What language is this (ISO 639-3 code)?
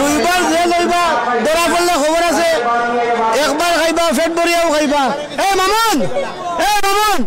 syl